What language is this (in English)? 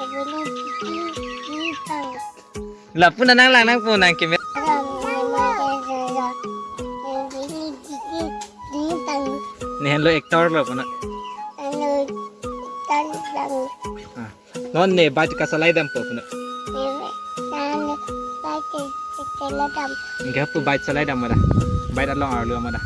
Karbi